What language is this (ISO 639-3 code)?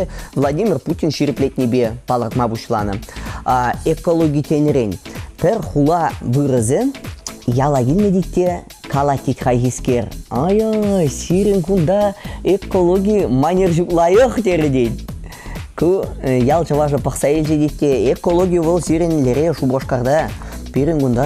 chv